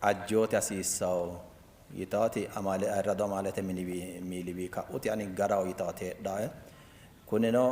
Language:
Sidamo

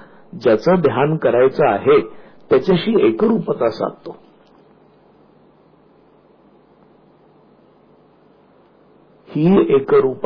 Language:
Marathi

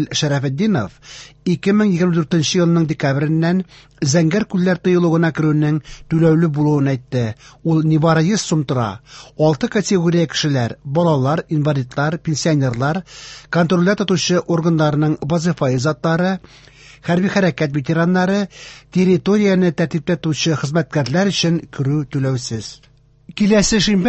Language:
Tatar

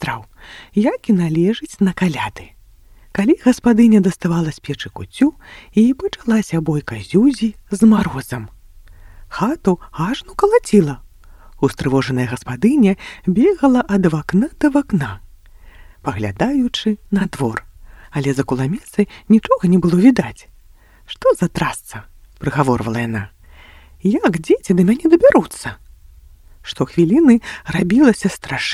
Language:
Belarusian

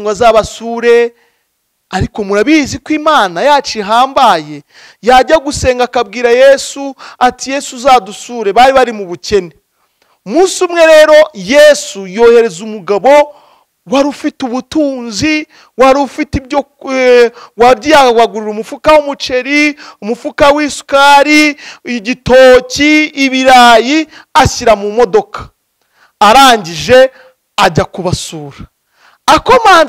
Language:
Kinyarwanda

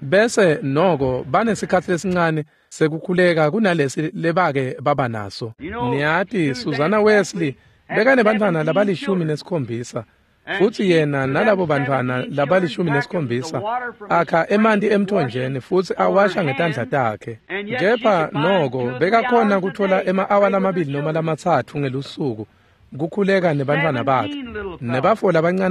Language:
Swati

